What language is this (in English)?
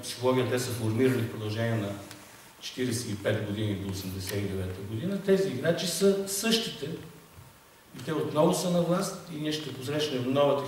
Bulgarian